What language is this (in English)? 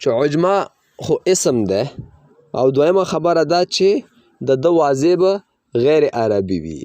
Pashto